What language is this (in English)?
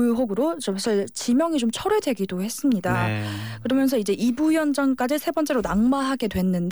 Korean